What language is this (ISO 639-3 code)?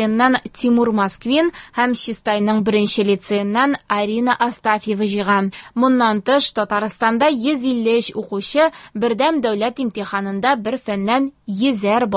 tat